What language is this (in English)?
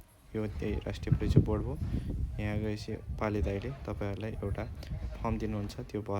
Nepali